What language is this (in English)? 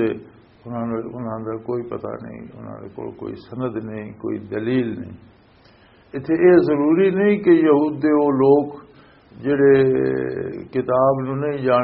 Western Panjabi